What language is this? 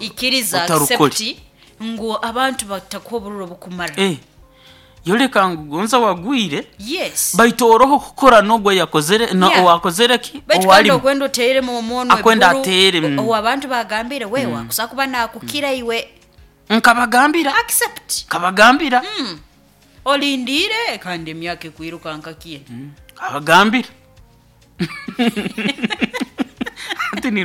Nyoro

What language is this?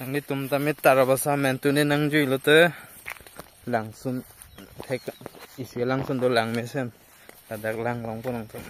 Karbi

